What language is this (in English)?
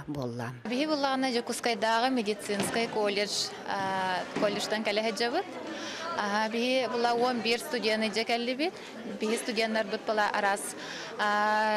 Yakut